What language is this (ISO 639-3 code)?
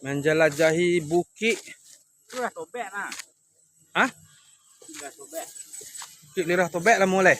min